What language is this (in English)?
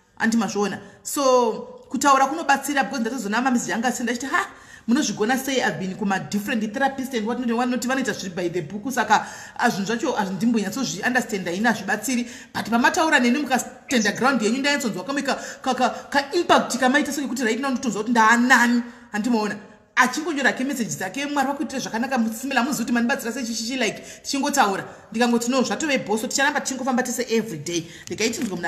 Shona